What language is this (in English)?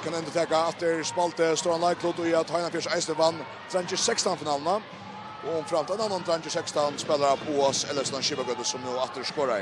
Faroese